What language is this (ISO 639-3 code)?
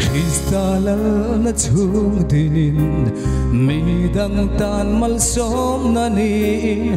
lus